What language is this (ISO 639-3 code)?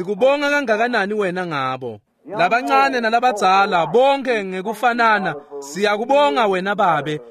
ssw